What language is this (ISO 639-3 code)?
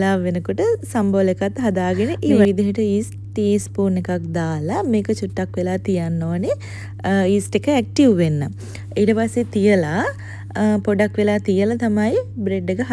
sin